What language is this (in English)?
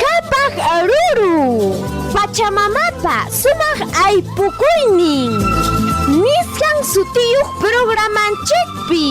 Ayacucho Quechua